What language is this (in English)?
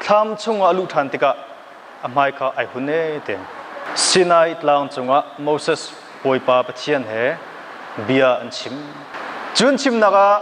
Hakha Chin